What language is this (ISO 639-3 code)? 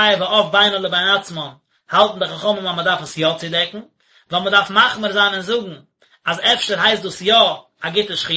yid